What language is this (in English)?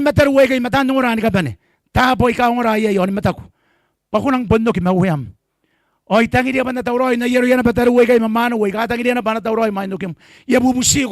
Gilbertese